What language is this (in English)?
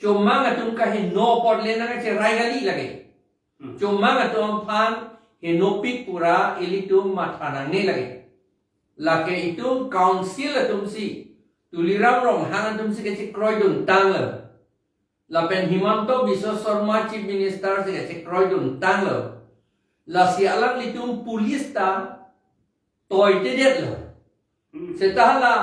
Karbi